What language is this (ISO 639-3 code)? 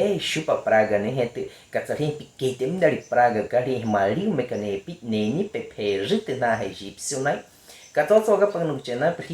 bwi